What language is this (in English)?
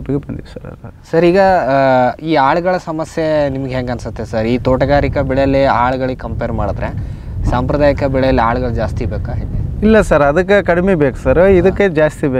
Kannada